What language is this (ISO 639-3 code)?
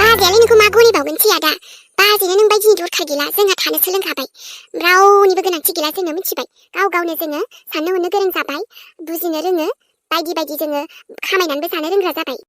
brx